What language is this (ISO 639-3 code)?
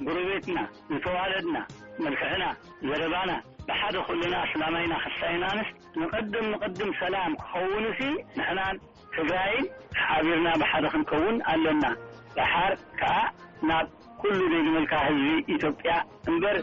tir